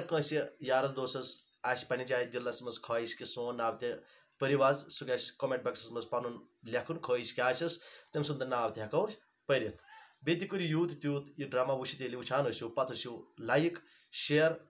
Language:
Kashmiri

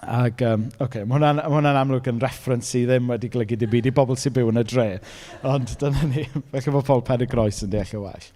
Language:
Welsh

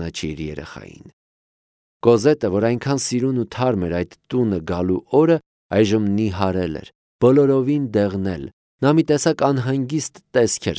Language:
Armenian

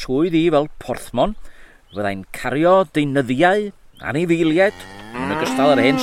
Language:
Welsh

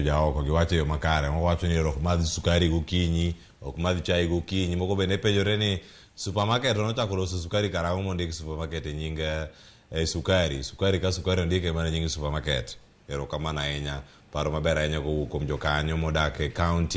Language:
Luo (Kenya and Tanzania)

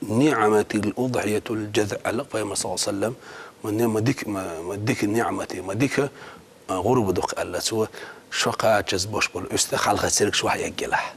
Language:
Chechen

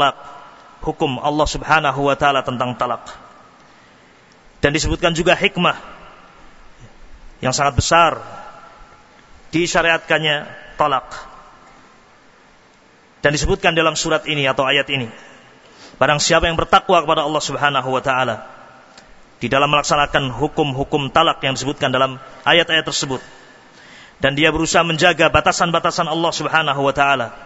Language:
Indonesian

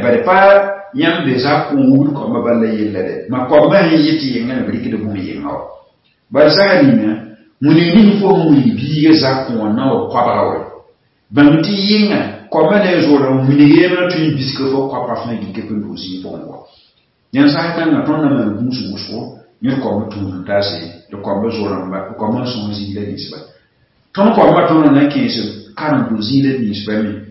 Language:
Mossi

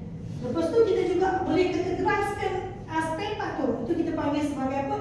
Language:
Malay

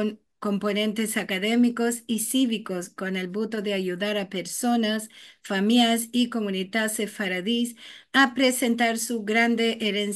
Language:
Ladino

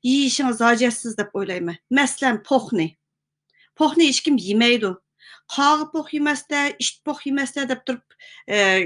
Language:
Uyghur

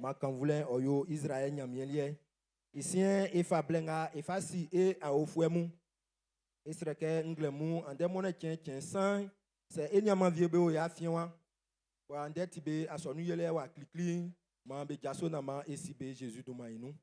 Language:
Baoulé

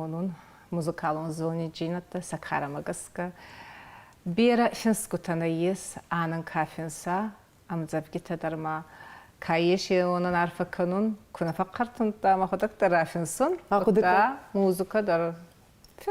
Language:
Ossetic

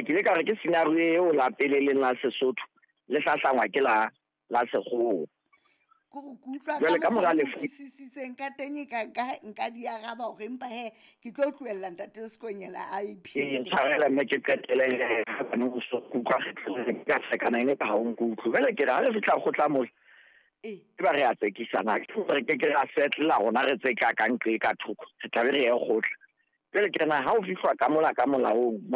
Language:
Southern Sotho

